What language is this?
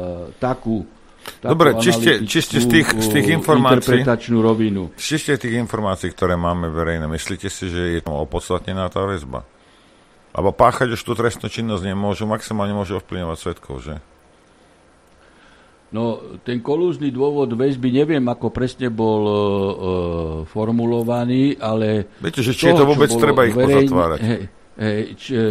Slovak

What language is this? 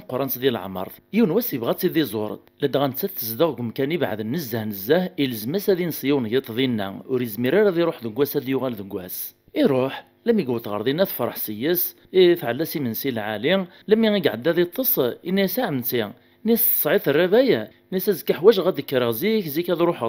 Kabyle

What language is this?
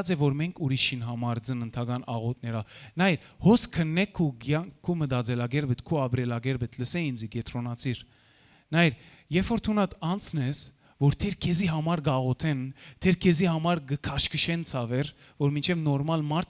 Western Armenian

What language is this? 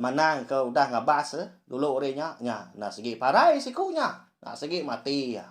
Iban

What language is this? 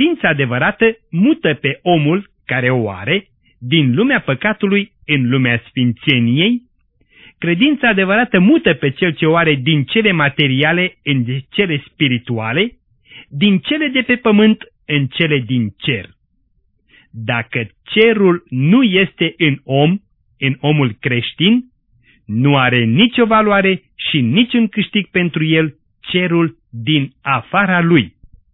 Romanian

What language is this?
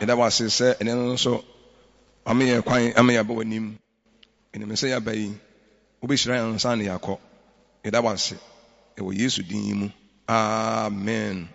Akan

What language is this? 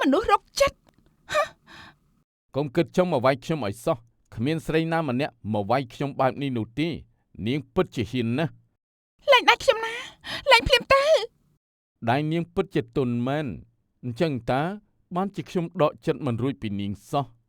Khmer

